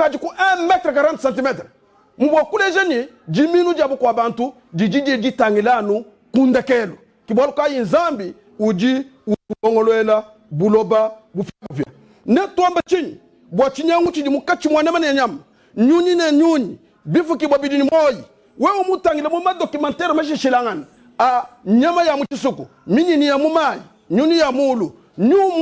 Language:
Luba-Lulua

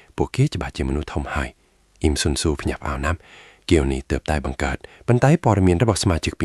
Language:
Khmer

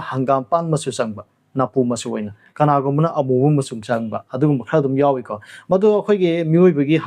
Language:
Manipuri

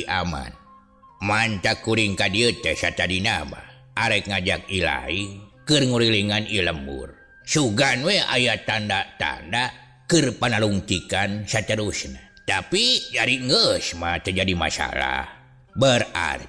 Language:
Sundanese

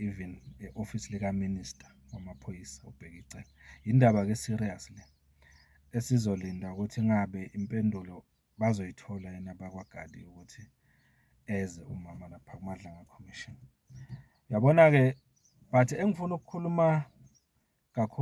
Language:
Zulu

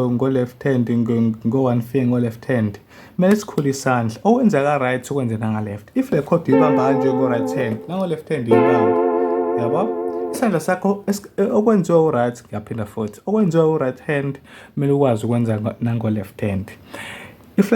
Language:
Zulu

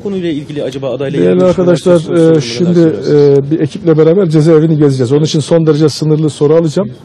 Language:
Turkish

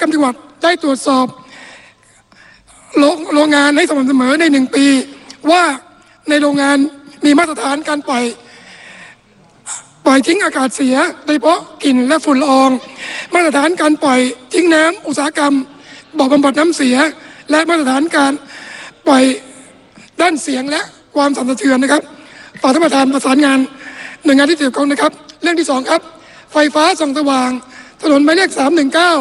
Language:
Thai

